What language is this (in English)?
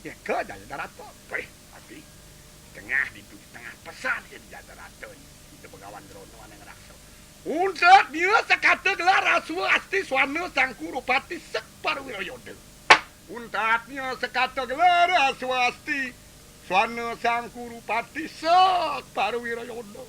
Balinese